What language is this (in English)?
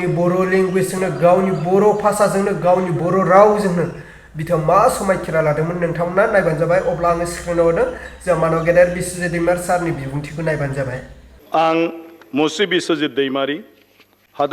Bodo